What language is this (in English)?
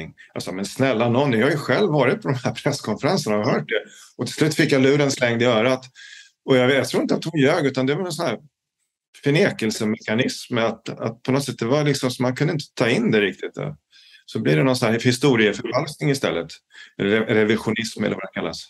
Swedish